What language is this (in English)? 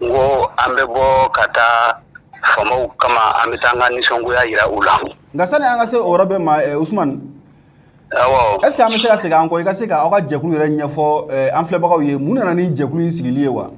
Bambara